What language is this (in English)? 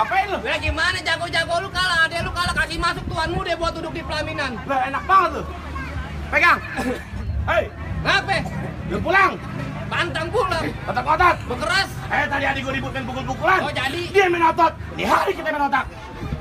Betawi